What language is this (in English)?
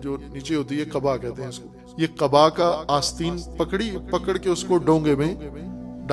Hindi